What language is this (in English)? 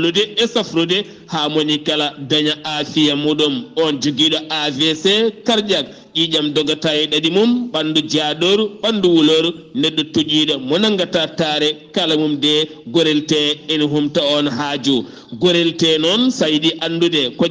Fula